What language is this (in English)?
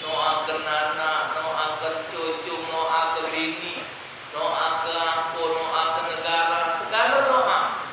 Musi